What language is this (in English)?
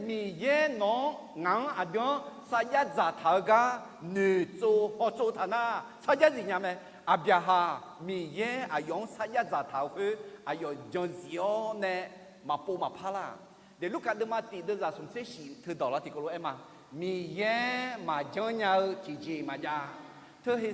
Akha